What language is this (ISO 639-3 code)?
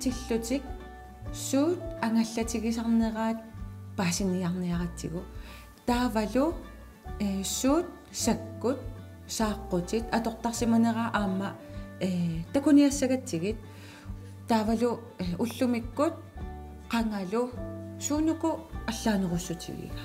kal